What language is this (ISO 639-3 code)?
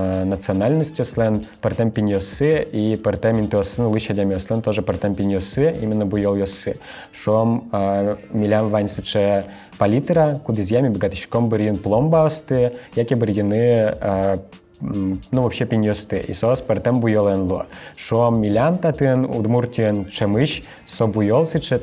udm